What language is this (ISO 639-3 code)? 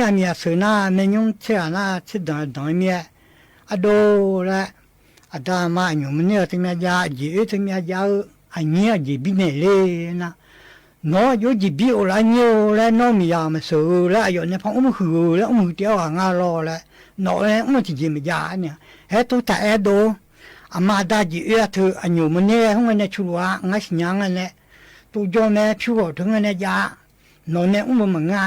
ahk